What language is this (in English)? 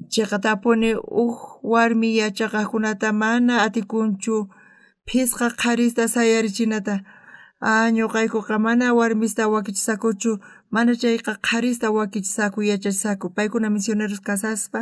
South Bolivian Quechua